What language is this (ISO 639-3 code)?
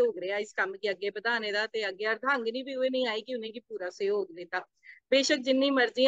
doi